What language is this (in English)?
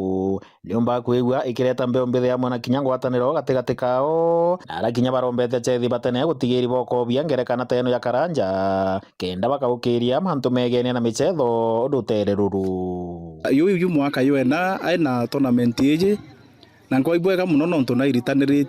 Meru